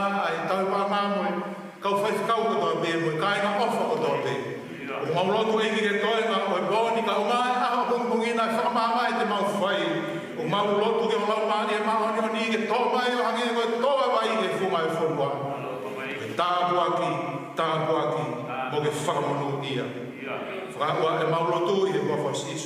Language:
Tongan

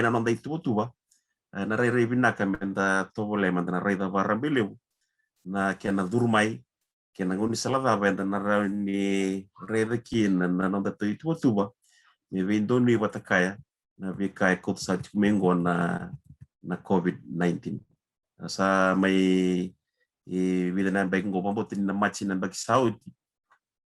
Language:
Fijian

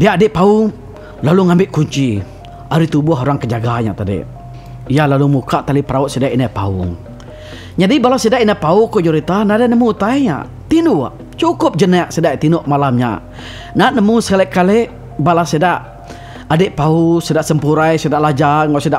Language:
Iban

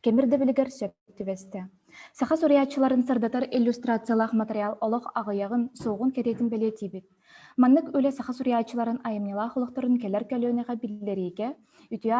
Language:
Yakut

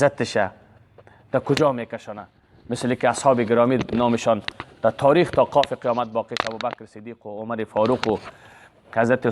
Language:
Persian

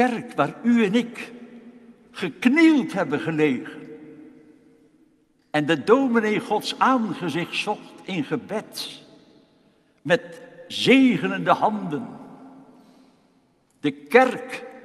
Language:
Dutch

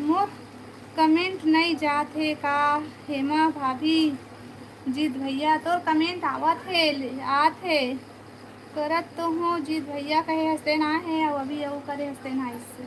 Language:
Chhattisgarhi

